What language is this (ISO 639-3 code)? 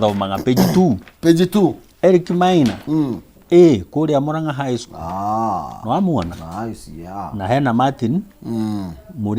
kik